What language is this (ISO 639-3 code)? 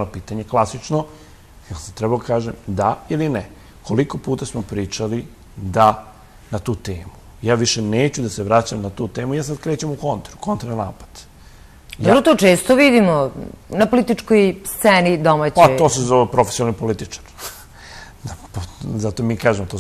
srp